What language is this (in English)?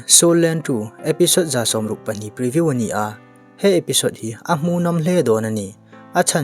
Mizo